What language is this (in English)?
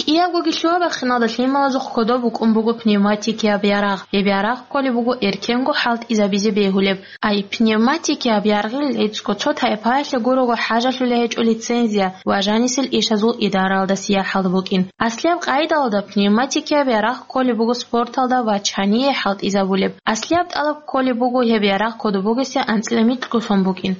Avaric